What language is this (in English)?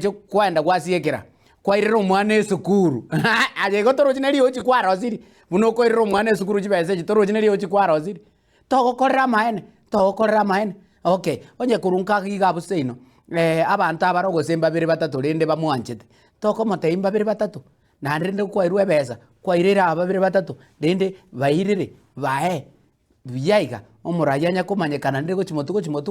Gusii